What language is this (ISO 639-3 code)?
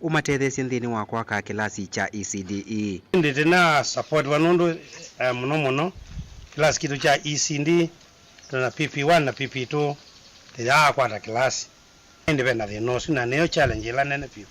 kam